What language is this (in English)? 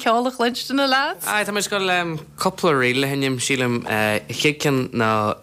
Irish